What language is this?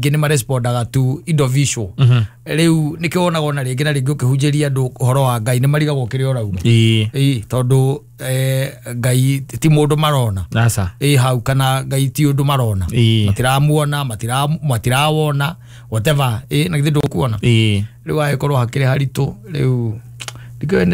Kikuyu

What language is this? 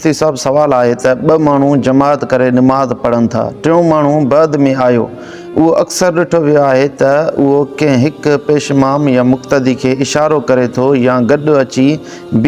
Sindhi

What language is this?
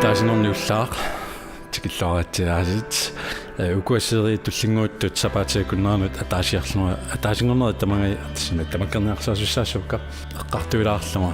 Kalaallisut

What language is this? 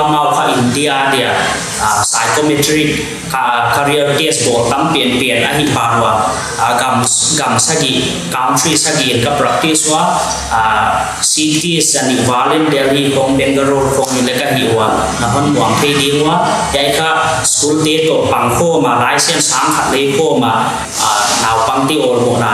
Paite Chin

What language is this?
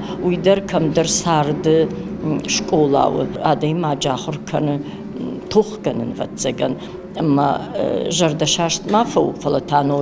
Ossetic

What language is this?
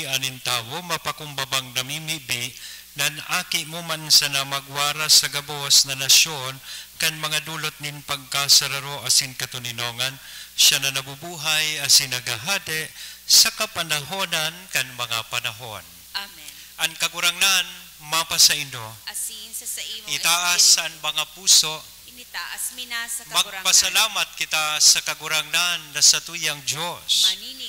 Bikol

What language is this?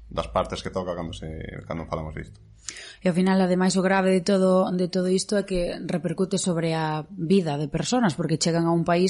Galician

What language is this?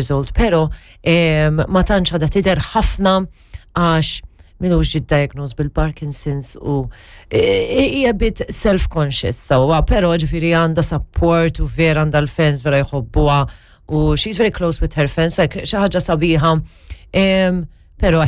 Maltese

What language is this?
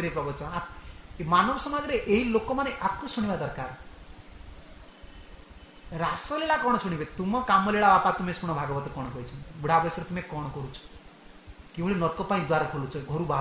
Odia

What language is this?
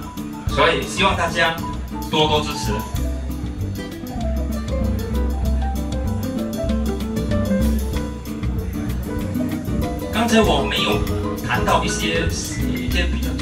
Chinese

